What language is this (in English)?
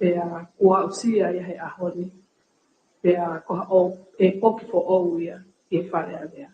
Tongan